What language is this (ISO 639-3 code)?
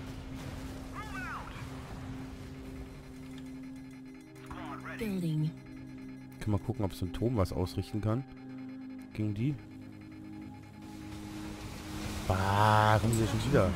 deu